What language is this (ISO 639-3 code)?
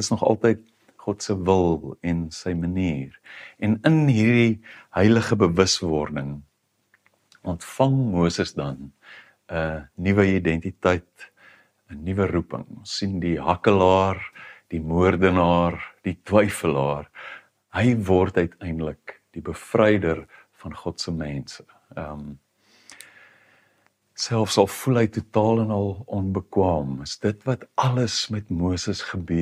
afr